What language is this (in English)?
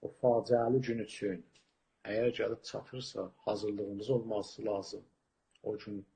South Azerbaijani